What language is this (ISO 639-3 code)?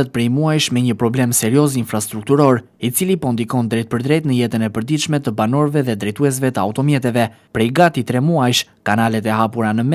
sqi